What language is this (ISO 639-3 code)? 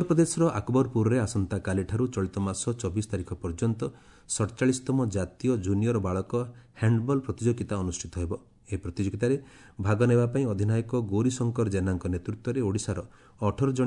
ori